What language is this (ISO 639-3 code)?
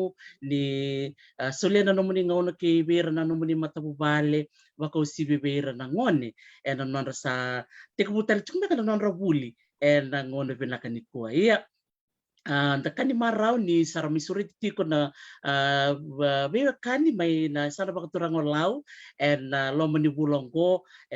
fij